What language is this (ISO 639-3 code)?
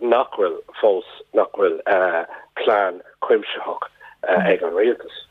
gle